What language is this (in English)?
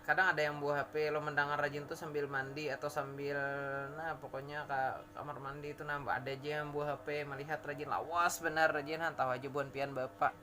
Banjar